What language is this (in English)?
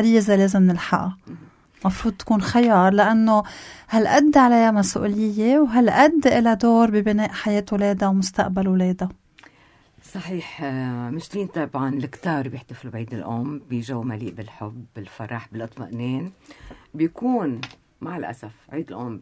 North Levantine Arabic